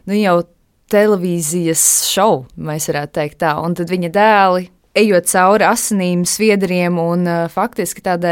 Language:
Latvian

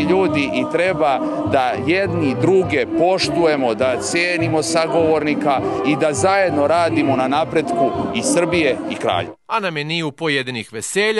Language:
Serbian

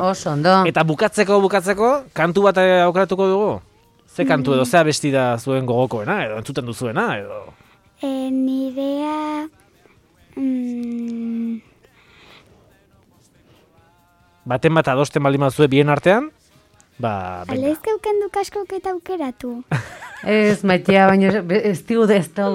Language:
Basque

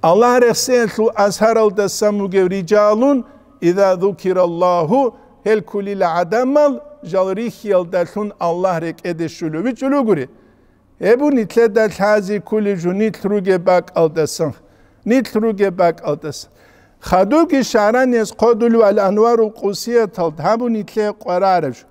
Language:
Avaric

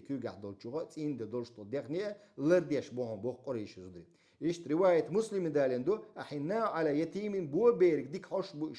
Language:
Chechen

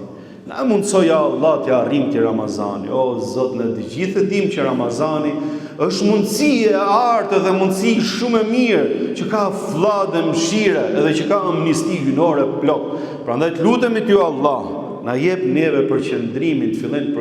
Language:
Albanian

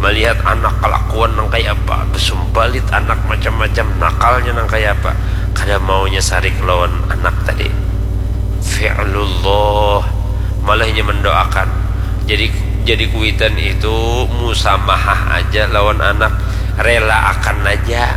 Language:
Banjar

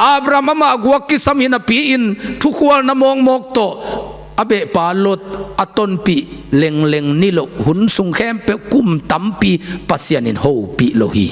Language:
Tedim Chin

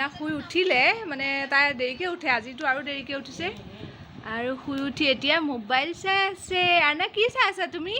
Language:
Assamese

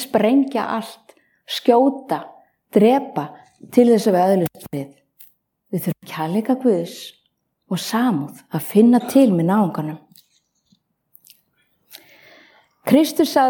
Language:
Icelandic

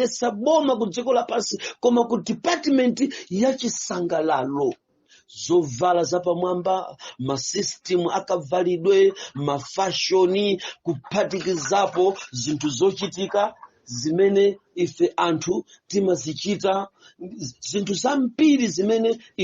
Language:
Nyanja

